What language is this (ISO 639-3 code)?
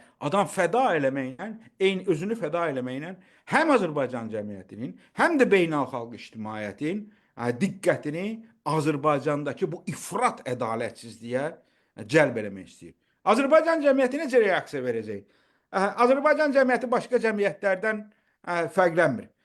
aze